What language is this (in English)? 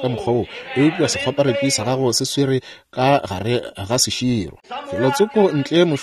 Northern Sotho